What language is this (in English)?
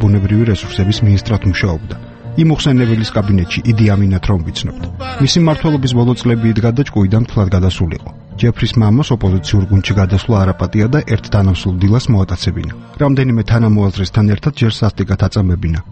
Georgian